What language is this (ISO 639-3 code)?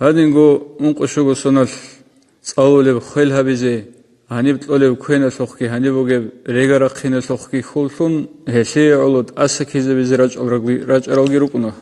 ava